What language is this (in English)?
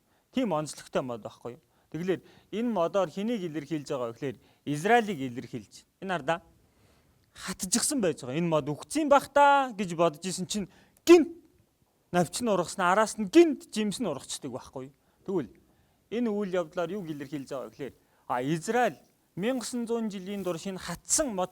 Mongolian